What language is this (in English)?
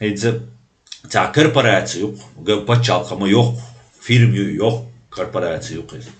Chechen